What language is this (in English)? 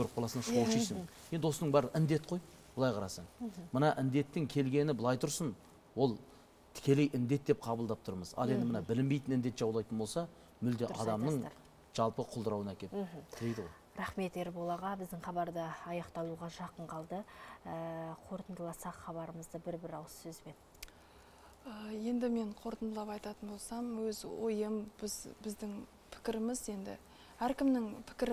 Kazakh